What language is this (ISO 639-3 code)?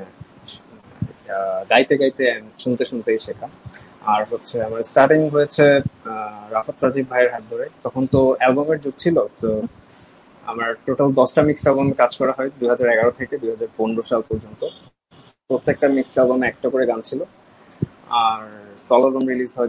ben